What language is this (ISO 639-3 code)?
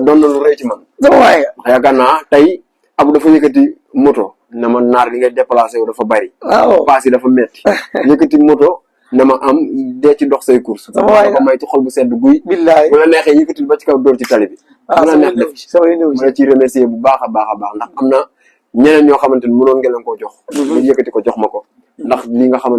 wol